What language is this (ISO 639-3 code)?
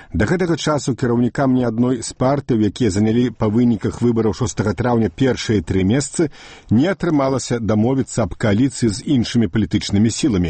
bel